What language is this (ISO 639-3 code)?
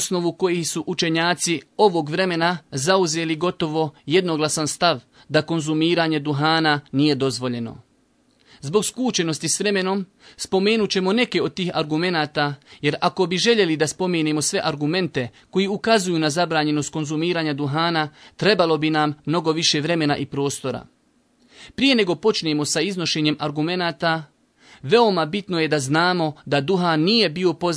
bos